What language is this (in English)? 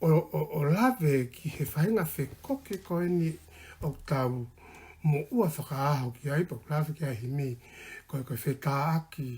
Tongan